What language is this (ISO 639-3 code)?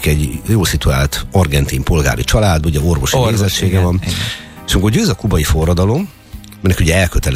hun